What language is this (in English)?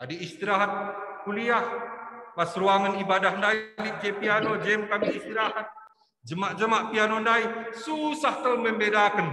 Batak Karo